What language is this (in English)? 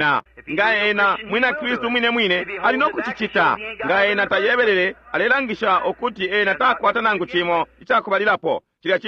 Bemba